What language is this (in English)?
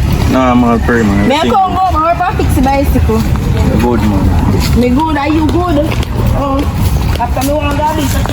Jamaican Creole English